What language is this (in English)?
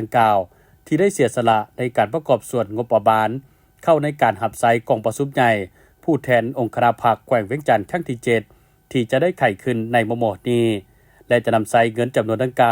Lao